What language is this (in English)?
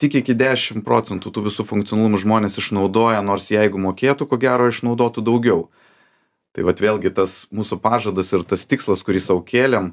Lithuanian